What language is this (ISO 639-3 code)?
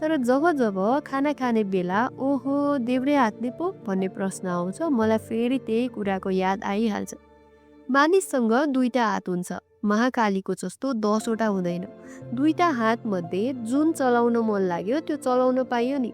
nep